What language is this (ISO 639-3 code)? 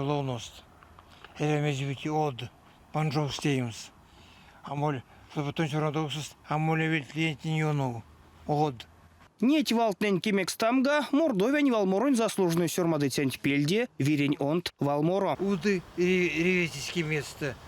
myv